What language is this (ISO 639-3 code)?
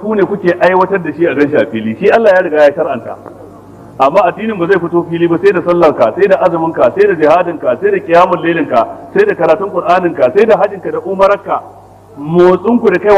hau